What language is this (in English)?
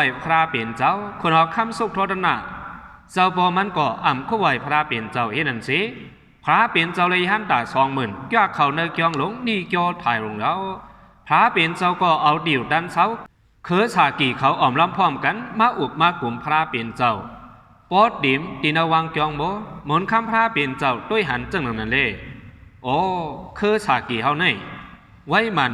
Shan